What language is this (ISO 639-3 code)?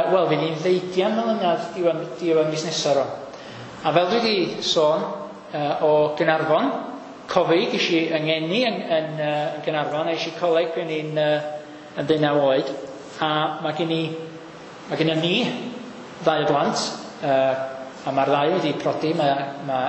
cym